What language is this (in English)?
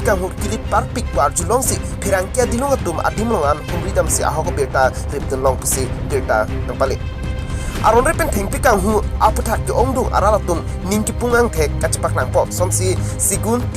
Karbi